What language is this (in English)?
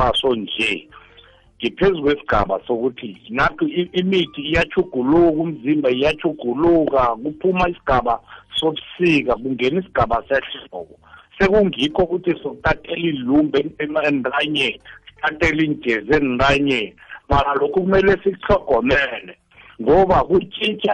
South Ndebele